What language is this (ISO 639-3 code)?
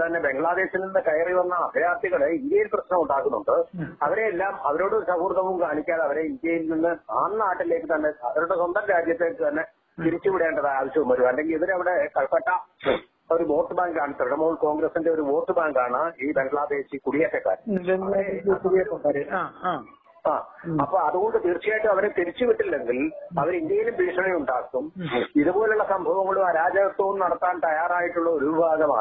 mal